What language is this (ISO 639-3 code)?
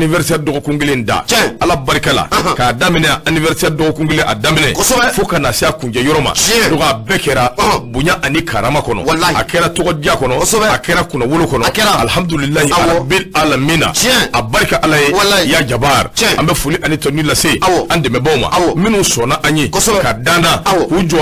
bam